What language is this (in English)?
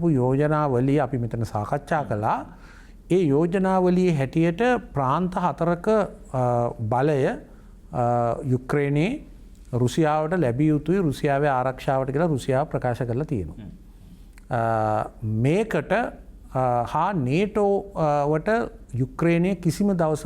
Sinhala